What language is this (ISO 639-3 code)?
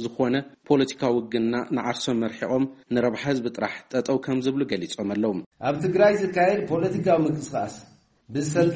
tir